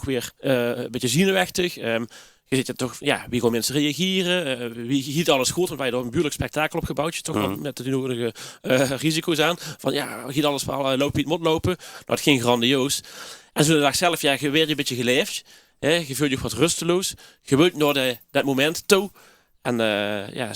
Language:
Limburgish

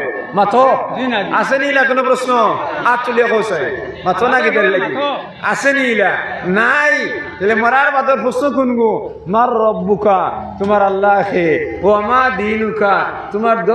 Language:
Sylheti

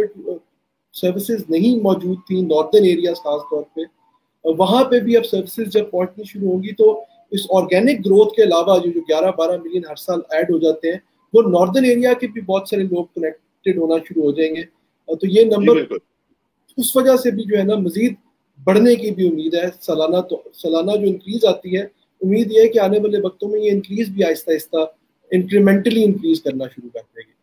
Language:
Urdu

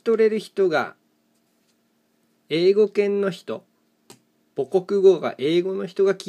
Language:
Japanese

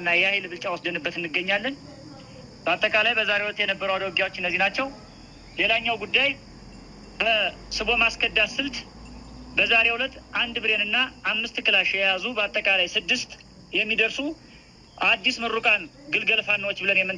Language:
Amharic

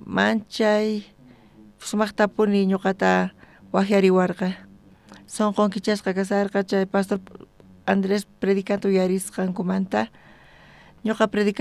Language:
South Bolivian Quechua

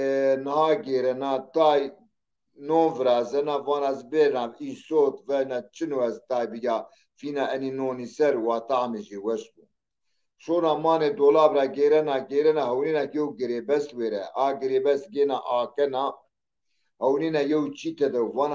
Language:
Zaza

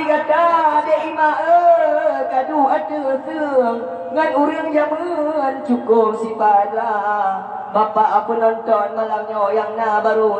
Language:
Achinese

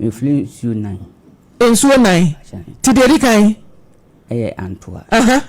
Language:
Akan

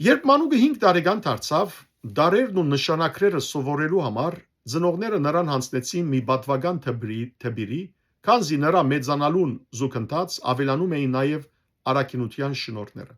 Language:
Western Armenian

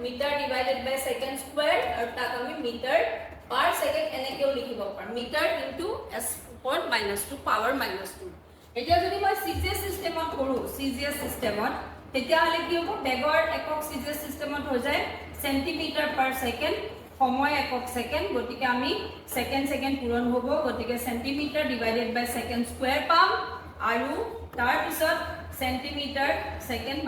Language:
Assamese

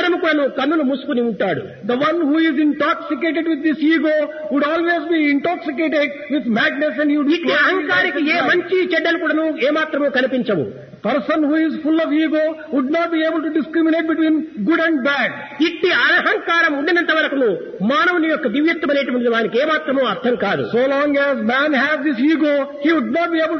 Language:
Telugu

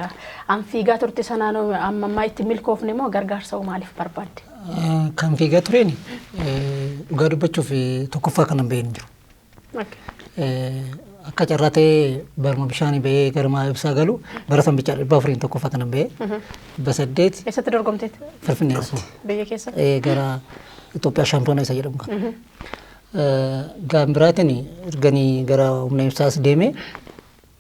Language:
Oromo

